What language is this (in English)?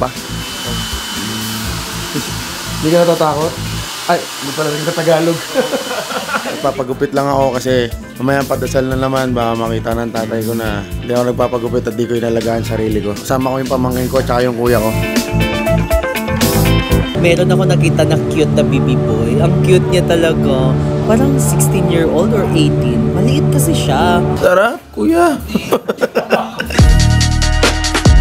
Filipino